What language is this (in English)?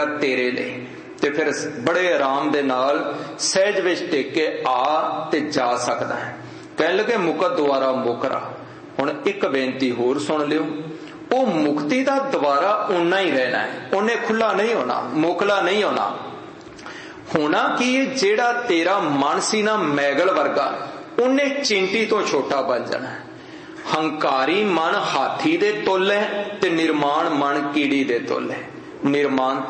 Punjabi